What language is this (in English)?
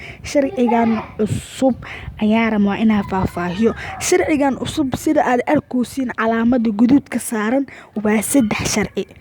Somali